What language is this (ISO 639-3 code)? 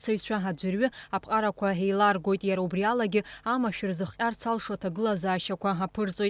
abk